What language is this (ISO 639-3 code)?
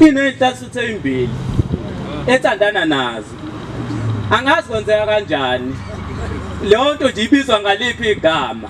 zul